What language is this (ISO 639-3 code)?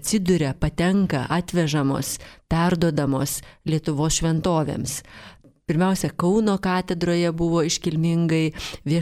lit